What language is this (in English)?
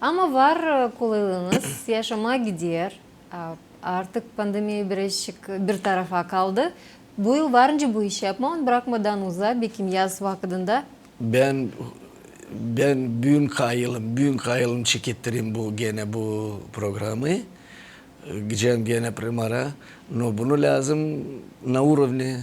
Gagauz